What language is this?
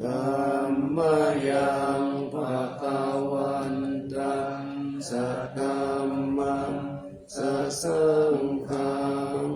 Pali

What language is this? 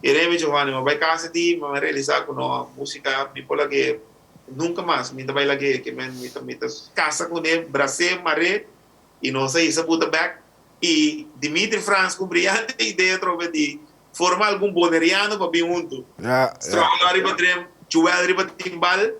Papiamento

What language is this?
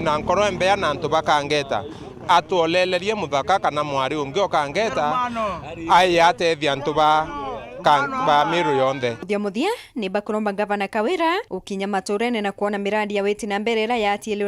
Meru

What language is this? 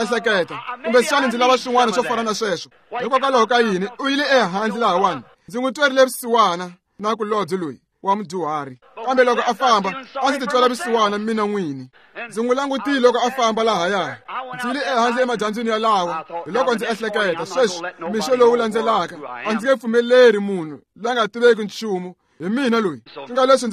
Tsonga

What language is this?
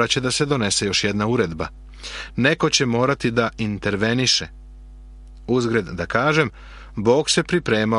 Serbian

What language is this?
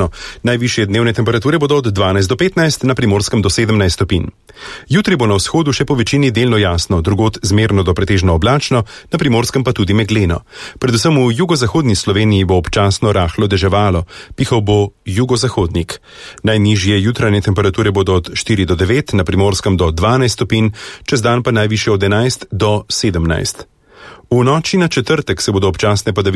Slovenian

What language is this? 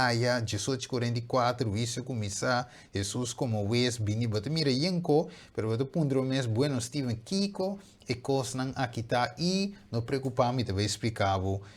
Papiamento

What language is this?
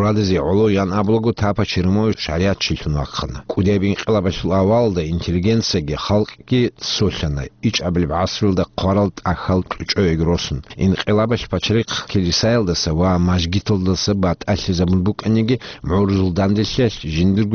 Avaric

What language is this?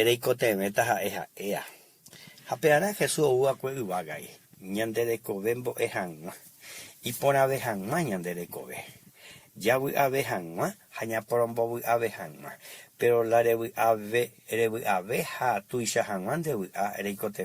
Guarani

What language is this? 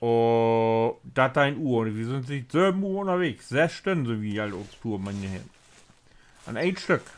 Low German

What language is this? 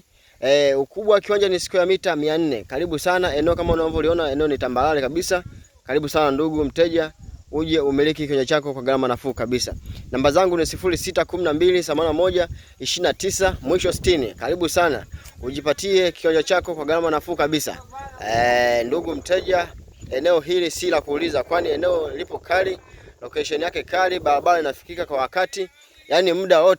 Swahili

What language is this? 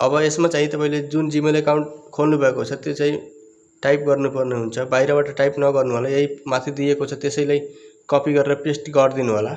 Nepali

